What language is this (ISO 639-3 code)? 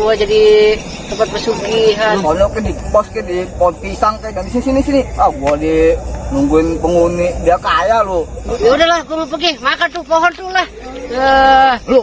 bew